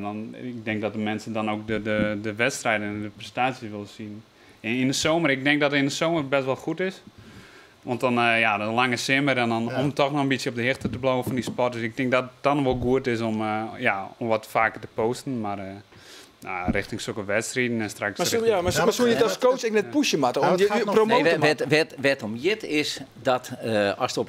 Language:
Western Frisian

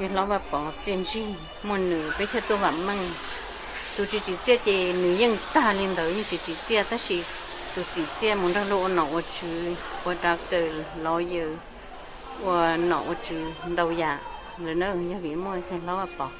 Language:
Hmong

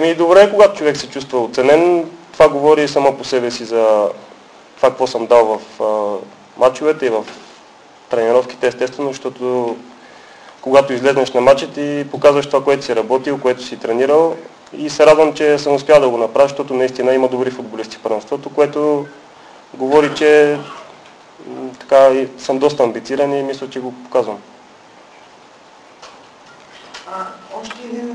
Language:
Bulgarian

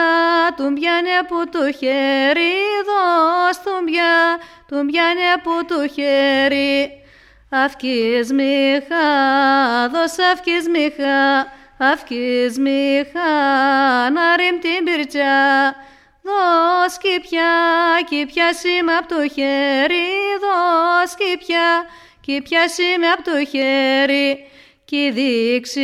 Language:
Greek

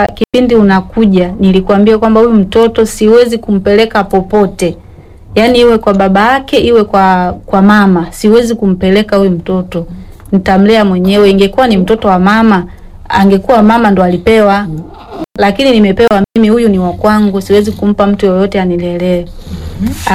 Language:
Swahili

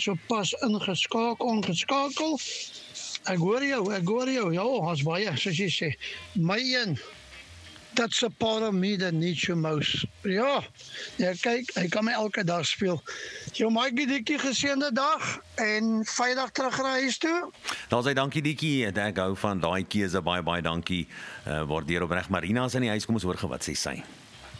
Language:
Afrikaans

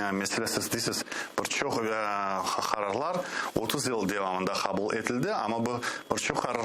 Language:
Crimean Tatar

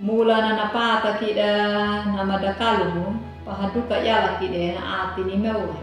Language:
Anakalangu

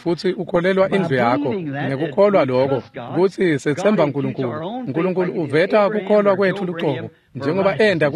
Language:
Swati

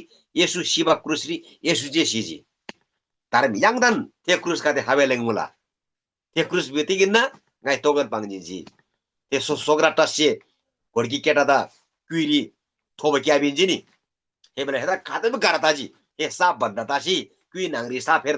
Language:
Eastern Tamang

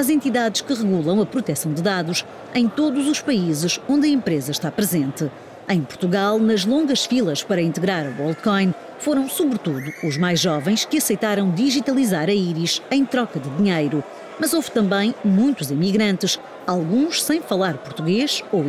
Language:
Portuguese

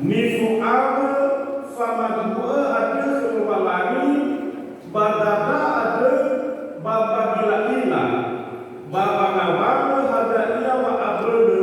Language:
Nias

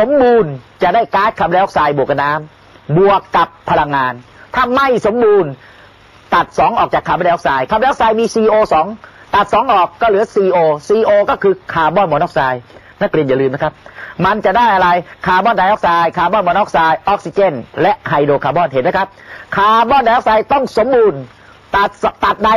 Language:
Thai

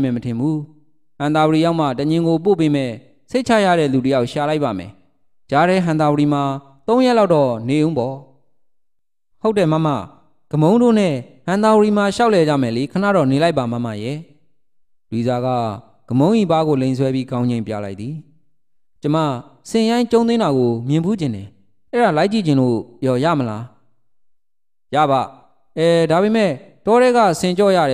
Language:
Burmese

